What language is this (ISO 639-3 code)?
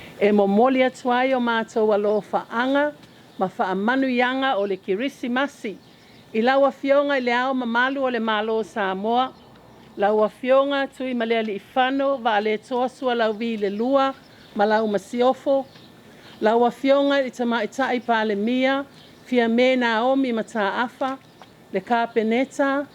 smo